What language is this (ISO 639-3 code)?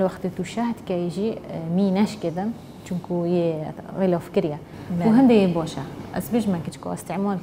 kur